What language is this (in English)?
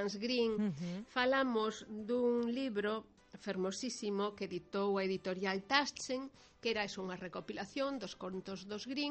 Galician